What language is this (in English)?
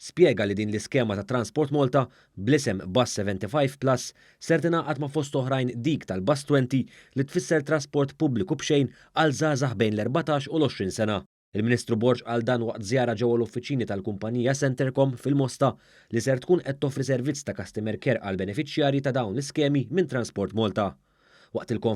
Maltese